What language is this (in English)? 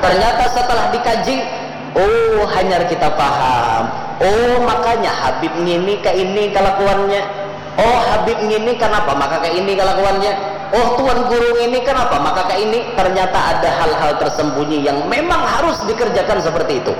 Banjar